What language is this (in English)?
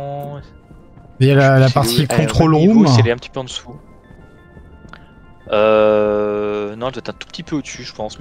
French